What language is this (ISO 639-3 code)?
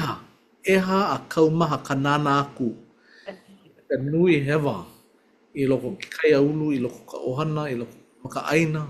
haw